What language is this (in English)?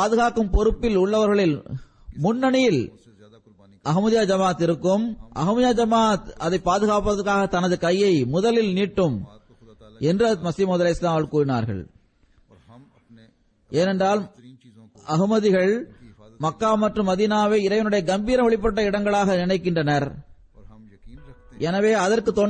Tamil